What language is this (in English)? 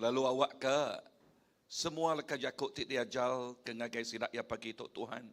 Iban